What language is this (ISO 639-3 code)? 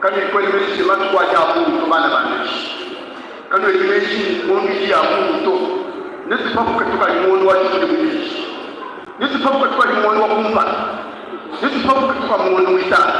lua